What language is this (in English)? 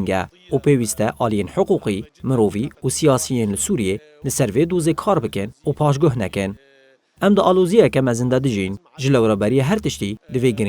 Kurdish